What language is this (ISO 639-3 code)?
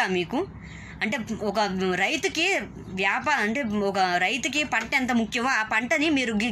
tel